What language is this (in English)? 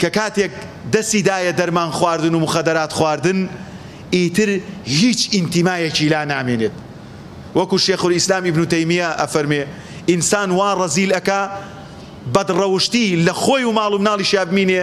Central Kurdish